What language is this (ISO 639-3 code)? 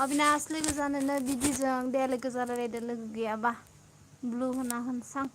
brx